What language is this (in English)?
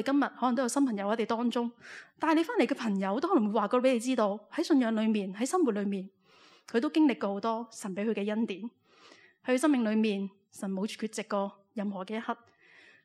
Cantonese